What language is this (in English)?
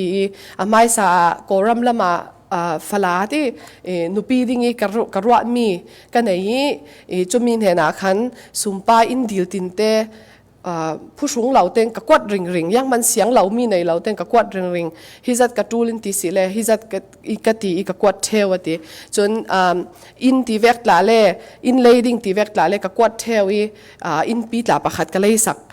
Falam Chin